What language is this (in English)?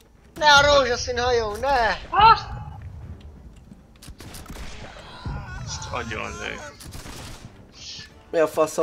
Hungarian